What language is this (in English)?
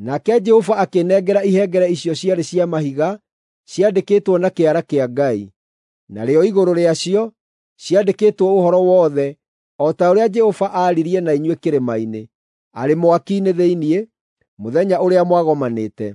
Kikuyu